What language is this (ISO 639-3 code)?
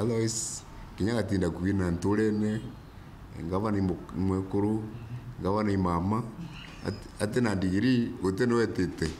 mer